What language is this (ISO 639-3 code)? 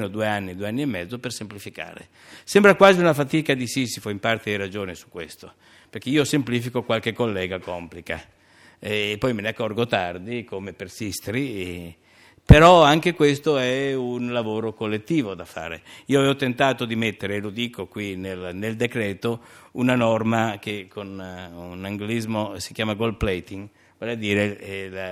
ita